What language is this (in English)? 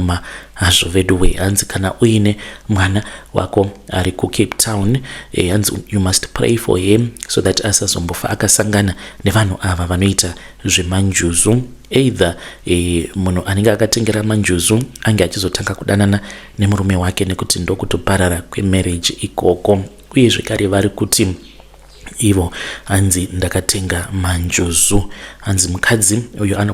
Shona